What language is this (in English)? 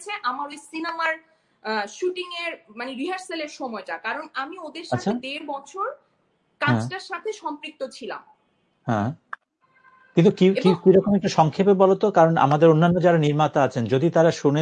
Bangla